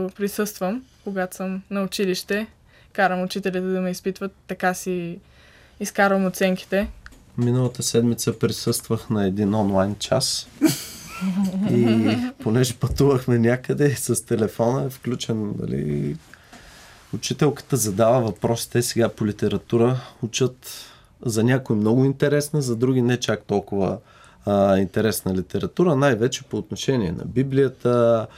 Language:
Bulgarian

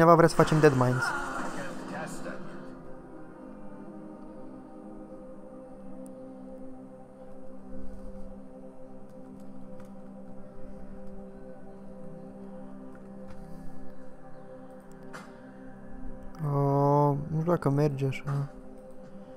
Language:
Romanian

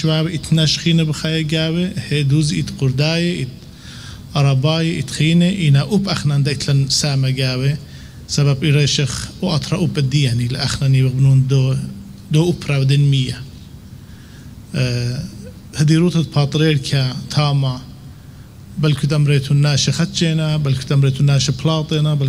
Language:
Assyrian Neo-Aramaic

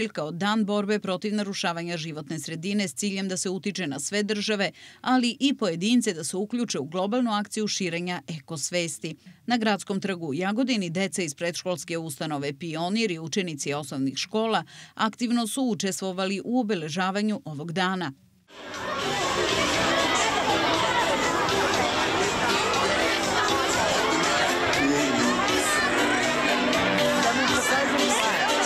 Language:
Serbian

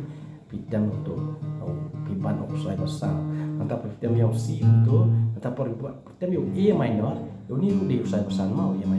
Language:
Khasi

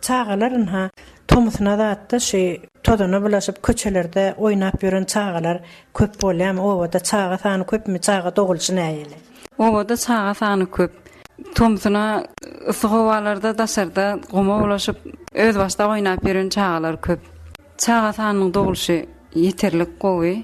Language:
Turkmen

